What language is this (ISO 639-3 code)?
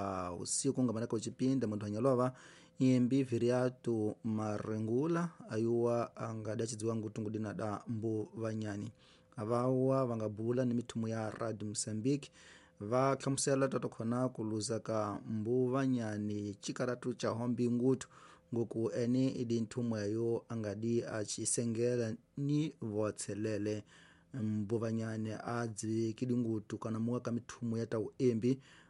tso